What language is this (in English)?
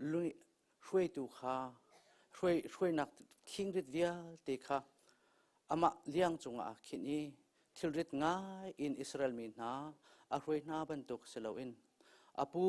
Hakha Chin